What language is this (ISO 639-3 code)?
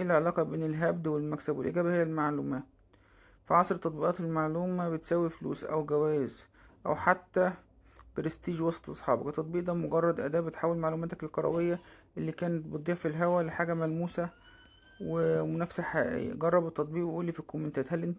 arz